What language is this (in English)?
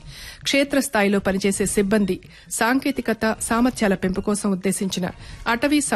Telugu